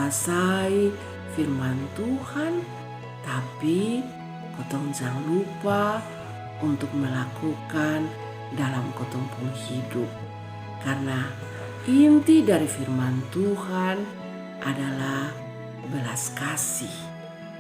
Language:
Kupang Malay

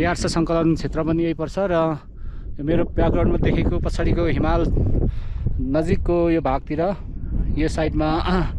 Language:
Nepali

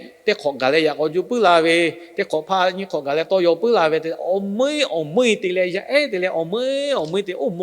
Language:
Lahu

